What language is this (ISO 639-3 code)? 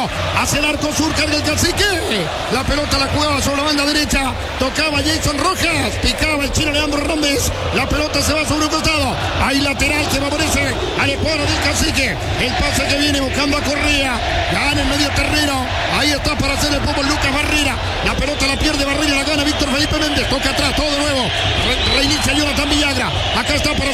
spa